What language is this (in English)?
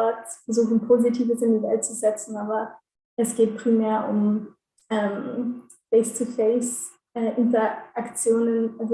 Swiss German